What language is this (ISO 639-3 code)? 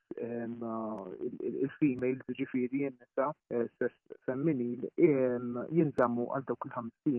mlt